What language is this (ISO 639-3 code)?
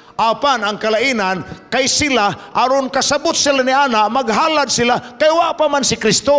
ceb